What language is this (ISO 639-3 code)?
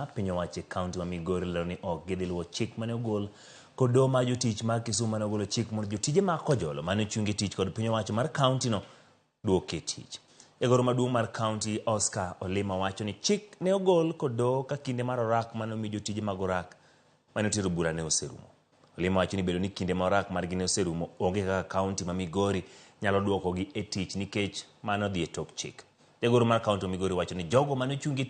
luo